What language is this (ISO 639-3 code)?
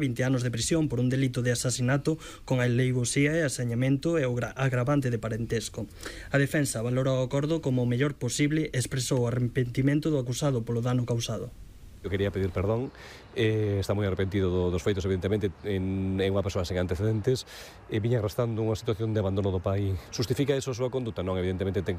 glg